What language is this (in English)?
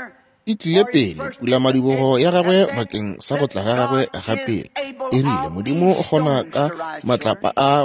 Northern Sotho